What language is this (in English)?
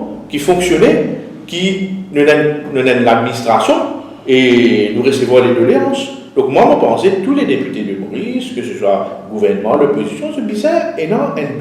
Morisyen